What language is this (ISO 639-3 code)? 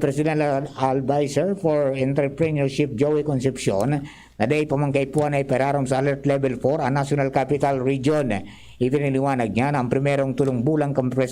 bik